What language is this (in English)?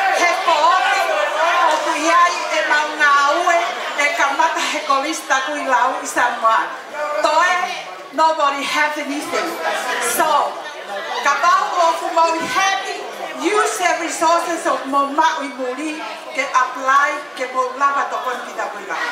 Tongan